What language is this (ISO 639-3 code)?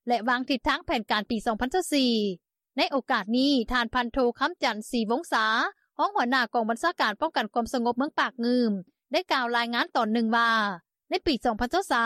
lao